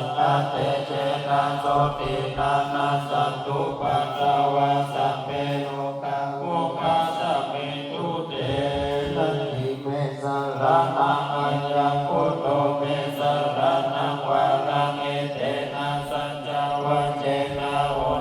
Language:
Pali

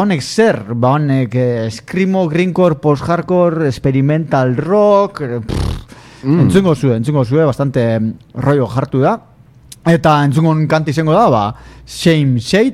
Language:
Basque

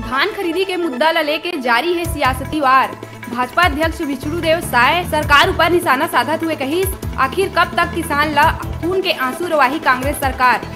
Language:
Chhattisgarhi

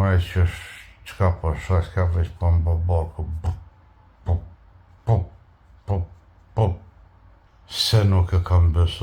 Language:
Albanian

